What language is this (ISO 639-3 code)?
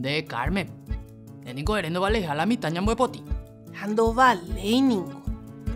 grn